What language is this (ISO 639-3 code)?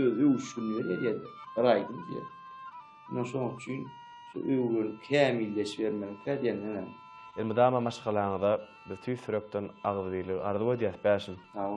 tuk